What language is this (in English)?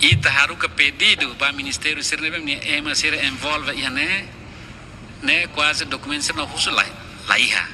Tetum